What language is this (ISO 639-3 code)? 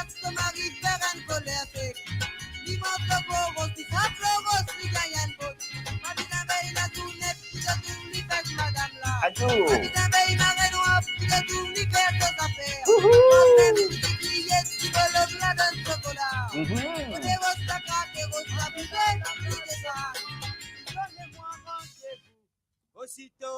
mfe